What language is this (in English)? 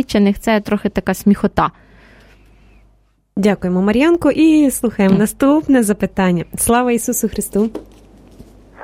Ukrainian